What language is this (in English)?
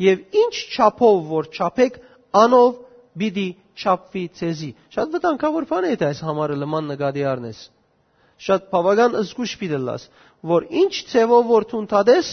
Western Armenian